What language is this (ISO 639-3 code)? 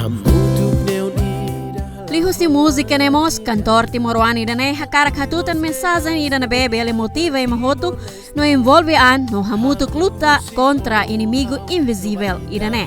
tet